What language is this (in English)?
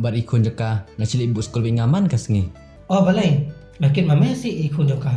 Khasi